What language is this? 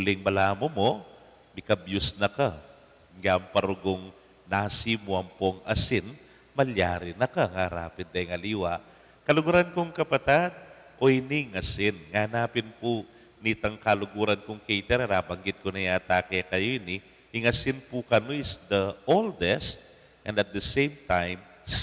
Pampanga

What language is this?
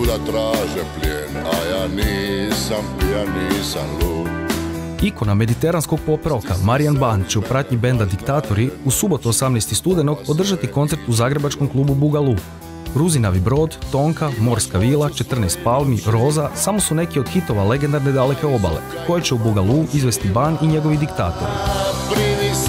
Croatian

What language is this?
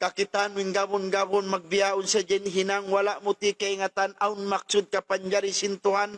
Tausug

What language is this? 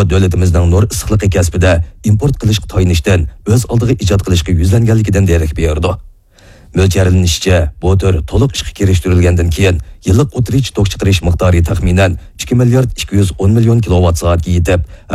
Uyghur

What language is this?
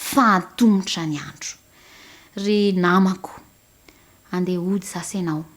Malagasy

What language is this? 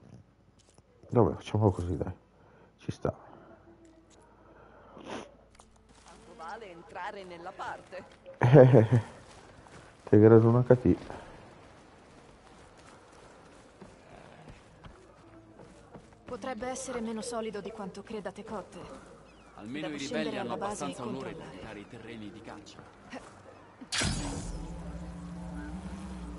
Italian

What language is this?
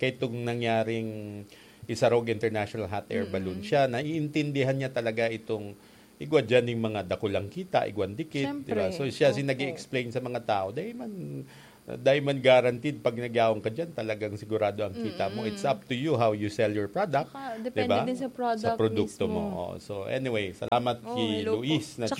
Bikol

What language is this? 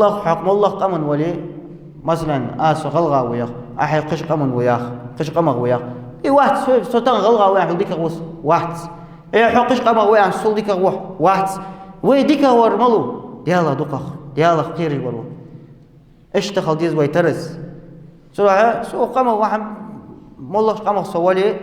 Ingush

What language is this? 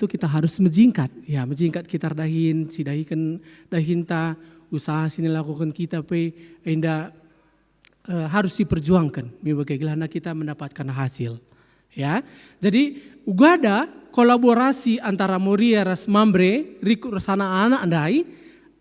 Batak Karo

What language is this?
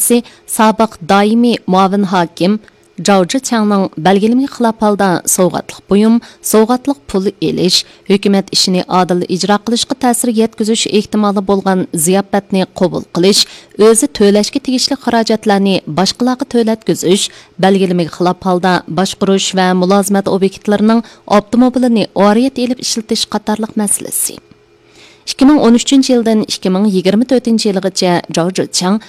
Uyghur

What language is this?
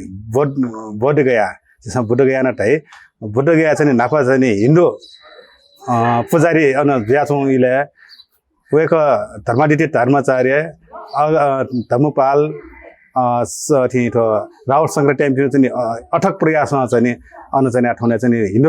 Newari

